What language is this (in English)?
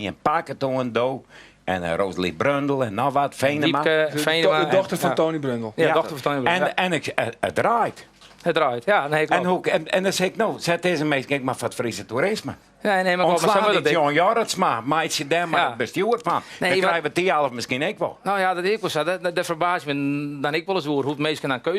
Western Frisian